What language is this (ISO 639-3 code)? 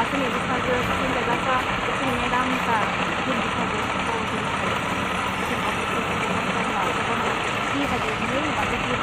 trp